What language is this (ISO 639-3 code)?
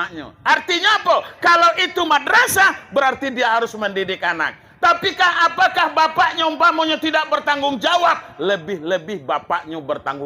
min